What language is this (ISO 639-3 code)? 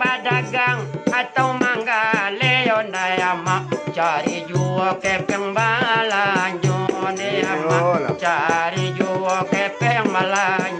min